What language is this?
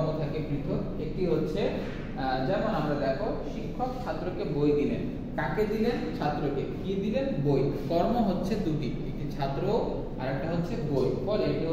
Bangla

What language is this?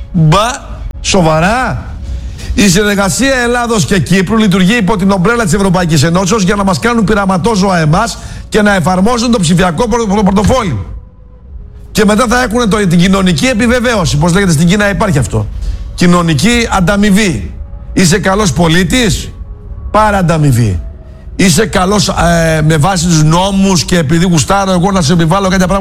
Greek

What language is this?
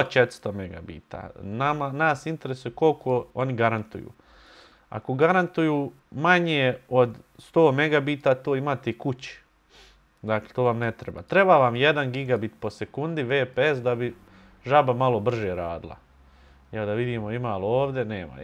Bosnian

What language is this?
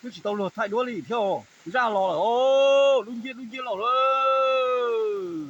Hmong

